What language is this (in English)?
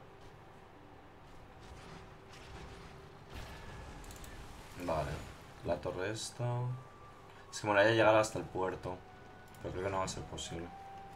Spanish